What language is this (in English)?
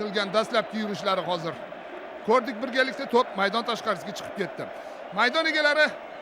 Uzbek